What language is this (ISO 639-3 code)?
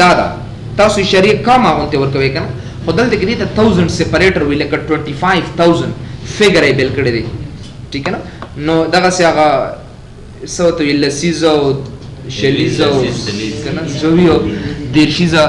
pus